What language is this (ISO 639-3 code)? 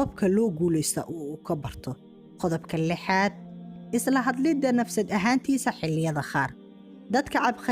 som